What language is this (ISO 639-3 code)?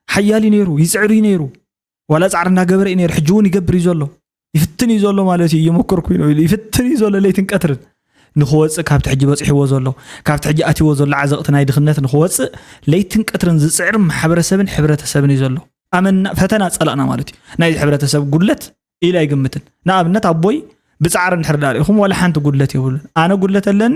tir